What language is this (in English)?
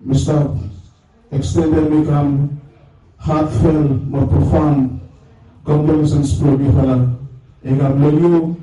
Bislama